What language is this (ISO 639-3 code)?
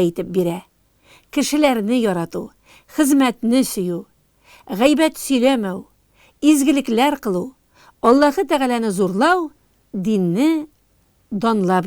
tat